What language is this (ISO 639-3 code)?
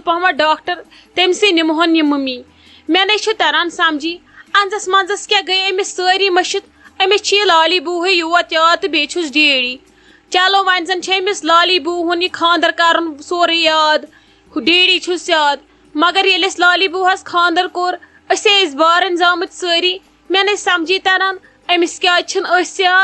kas